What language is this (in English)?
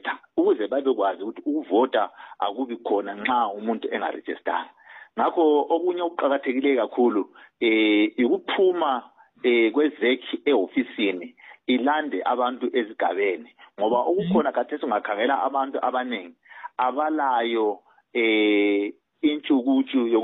North Ndebele